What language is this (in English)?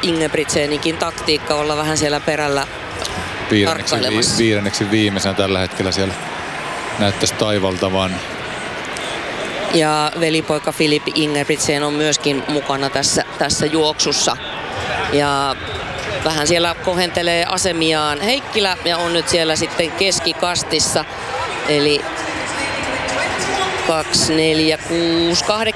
Finnish